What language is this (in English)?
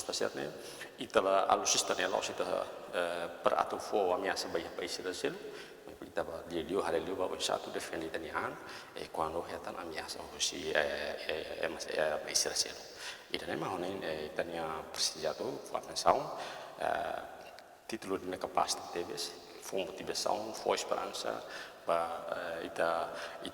Tetum